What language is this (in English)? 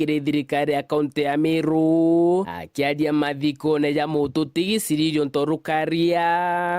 Meru